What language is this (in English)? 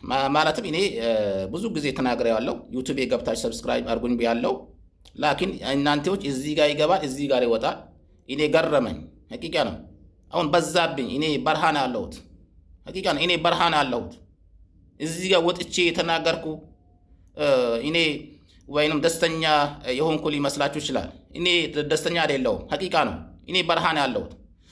Amharic